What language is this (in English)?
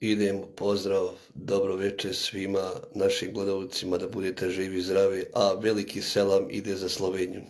Bosnian